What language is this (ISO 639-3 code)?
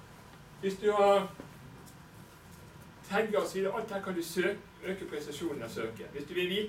nor